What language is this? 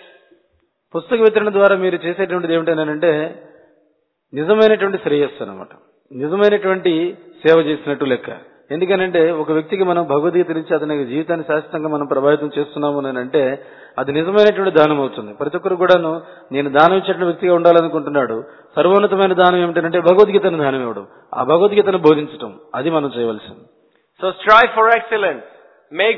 Telugu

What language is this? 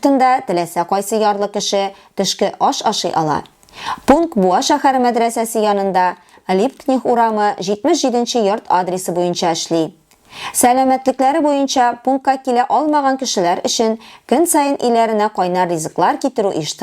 Tatar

